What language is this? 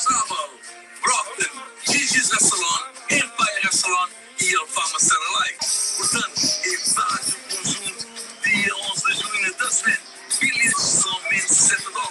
Kabuverdianu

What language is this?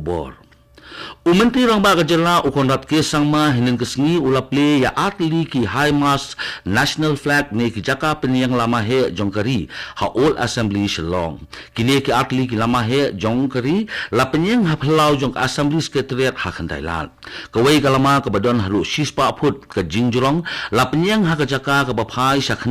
Khasi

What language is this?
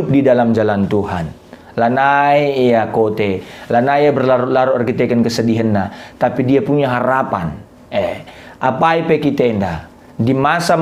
Batak Karo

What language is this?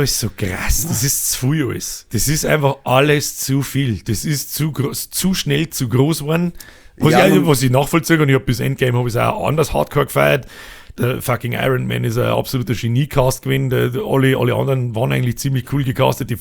Bavarian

